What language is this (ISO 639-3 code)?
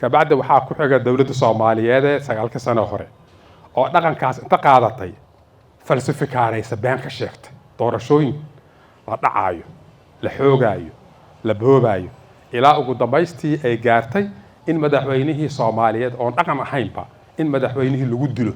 som